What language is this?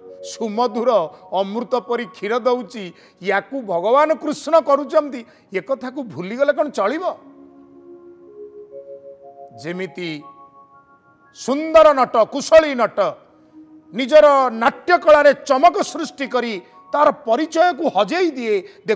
Odia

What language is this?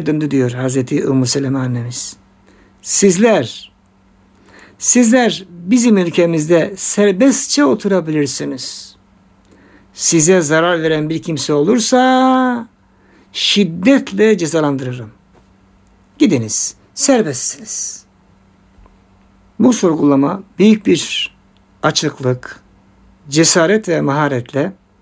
Turkish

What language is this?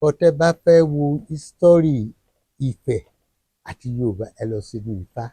Yoruba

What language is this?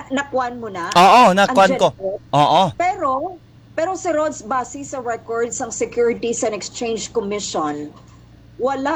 Hiligaynon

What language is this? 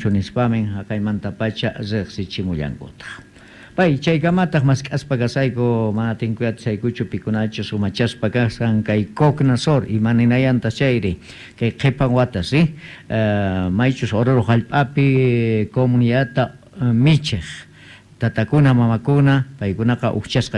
South Bolivian Quechua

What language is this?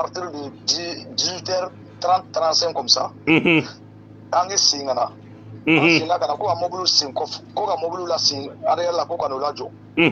Bambara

